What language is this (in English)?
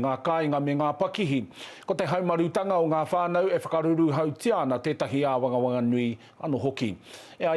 Māori